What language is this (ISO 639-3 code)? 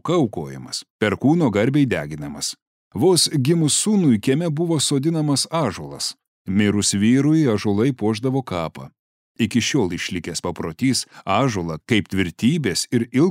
lit